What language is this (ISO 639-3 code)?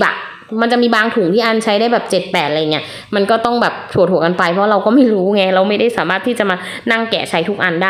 tha